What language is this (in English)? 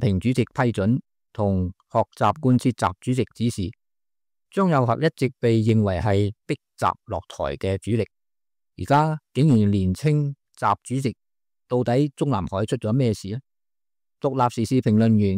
Cantonese